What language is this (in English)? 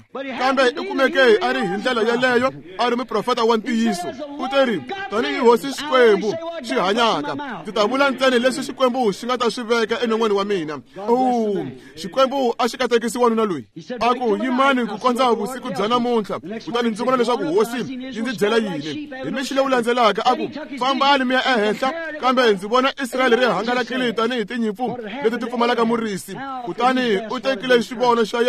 Tsonga